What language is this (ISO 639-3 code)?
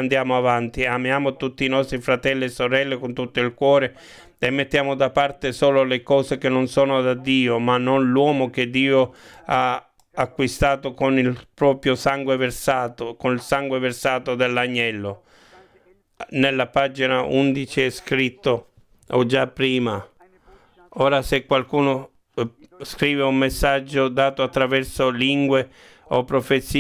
ita